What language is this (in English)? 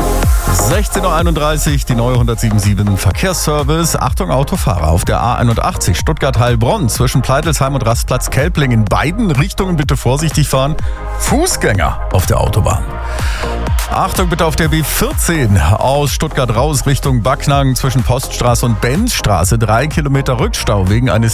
German